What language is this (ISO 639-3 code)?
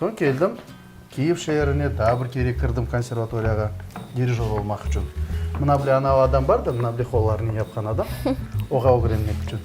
crh